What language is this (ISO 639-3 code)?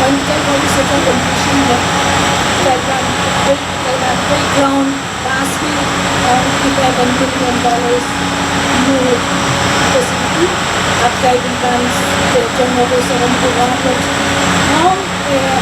pon